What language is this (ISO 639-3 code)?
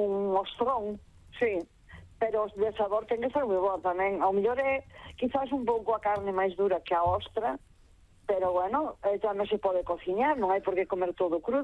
glg